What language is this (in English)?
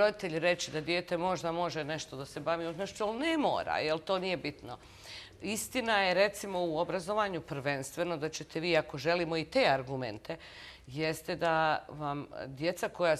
Bosnian